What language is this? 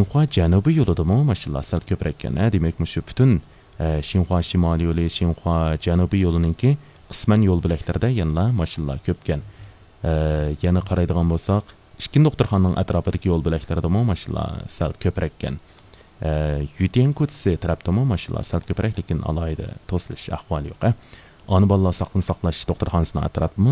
Uyghur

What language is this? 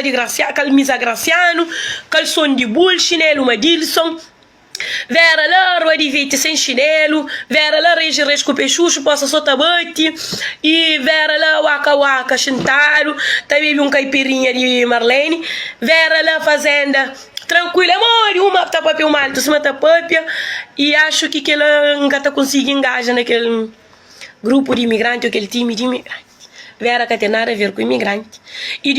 Kabuverdianu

